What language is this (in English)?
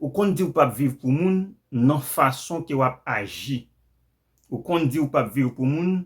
Haitian Creole